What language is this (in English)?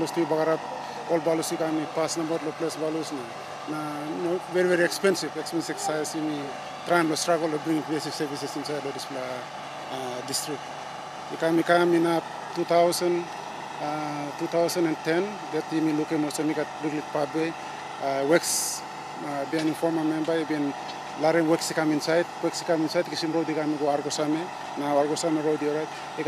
Tok Pisin